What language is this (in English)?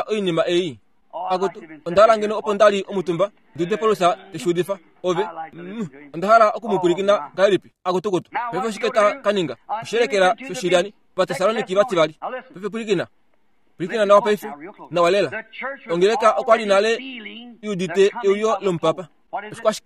Kuanyama